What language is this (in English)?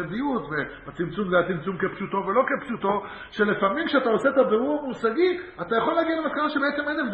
Hebrew